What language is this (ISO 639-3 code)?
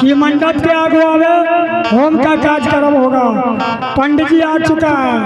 anp